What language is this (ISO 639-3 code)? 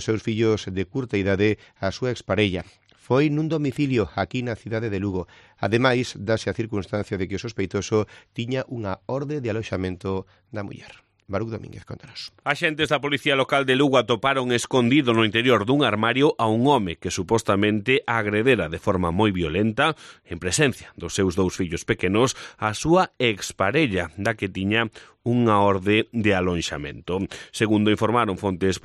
glg